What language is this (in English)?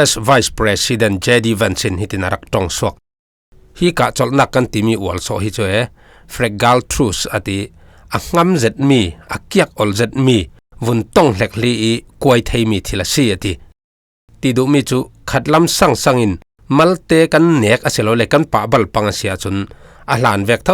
Falam Chin